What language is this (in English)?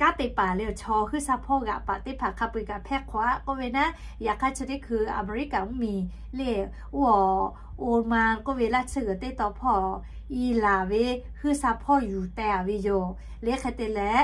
Lahu